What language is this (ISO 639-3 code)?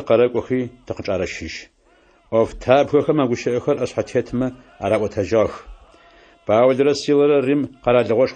ady